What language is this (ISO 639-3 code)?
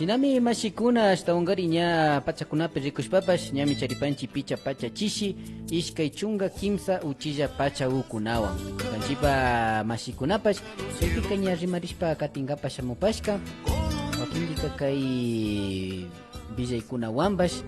qvi